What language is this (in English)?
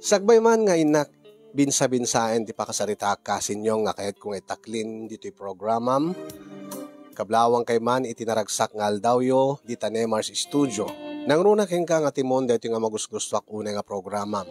Iloko